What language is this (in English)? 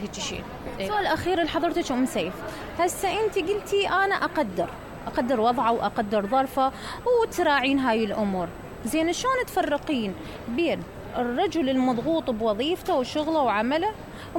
Mesopotamian Arabic